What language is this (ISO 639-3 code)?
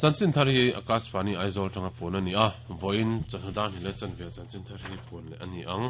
lus